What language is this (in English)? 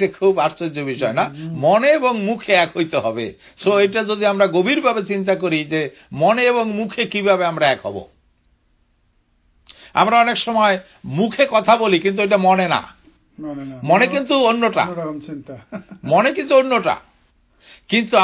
Bangla